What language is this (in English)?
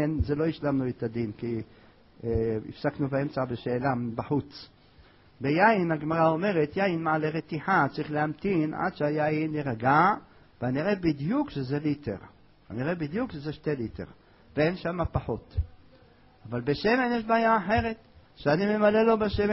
Hebrew